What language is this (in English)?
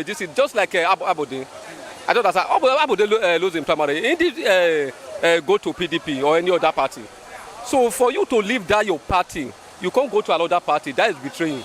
Nigerian Pidgin